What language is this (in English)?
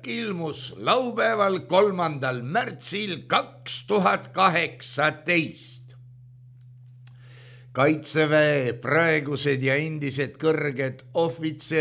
Estonian